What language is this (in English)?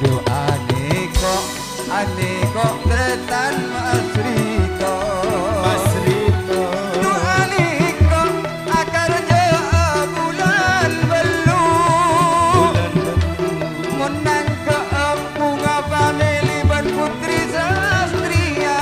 Madurese